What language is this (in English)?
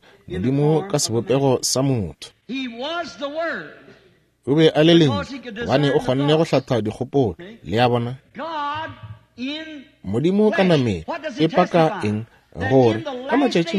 Northern Sotho